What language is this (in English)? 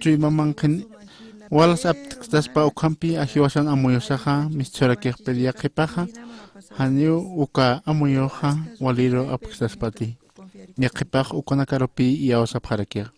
Aymara